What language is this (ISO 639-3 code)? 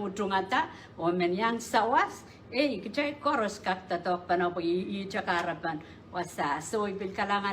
pon